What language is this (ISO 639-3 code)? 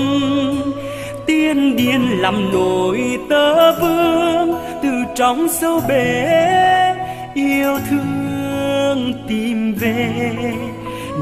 vie